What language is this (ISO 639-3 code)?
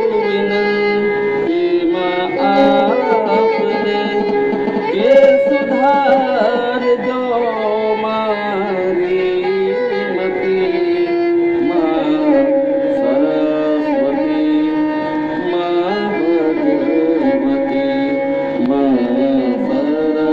guj